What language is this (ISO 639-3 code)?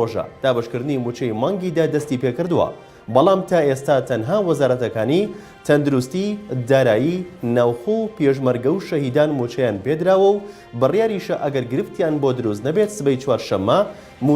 ckb